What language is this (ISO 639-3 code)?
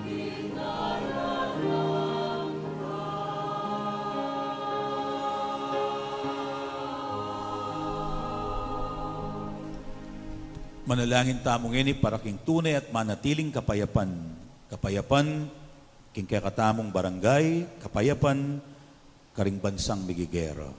pam